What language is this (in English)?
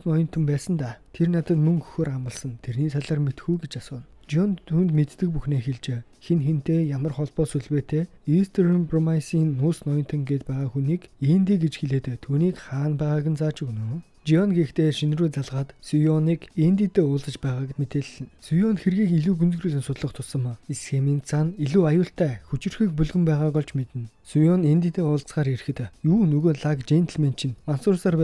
Mongolian